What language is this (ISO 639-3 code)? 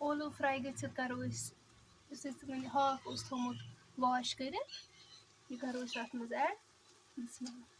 kas